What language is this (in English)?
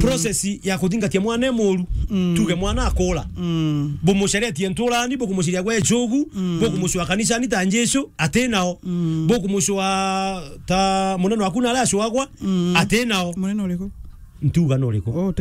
Meru